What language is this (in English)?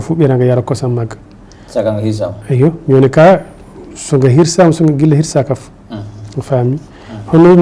Fula